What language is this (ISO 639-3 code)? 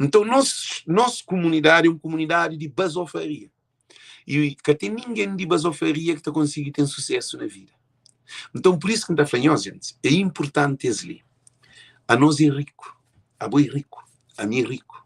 kea